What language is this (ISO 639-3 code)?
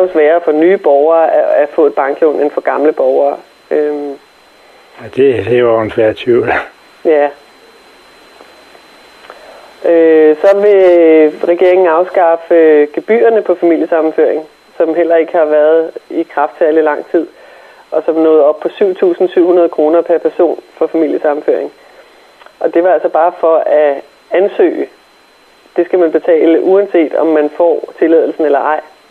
dan